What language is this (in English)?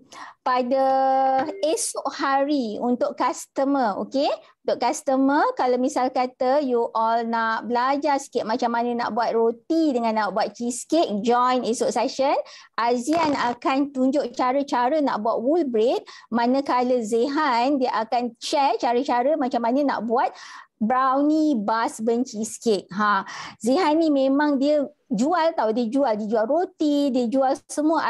Malay